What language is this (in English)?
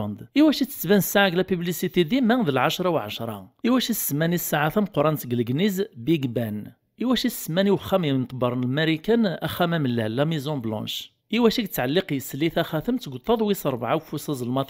Kabyle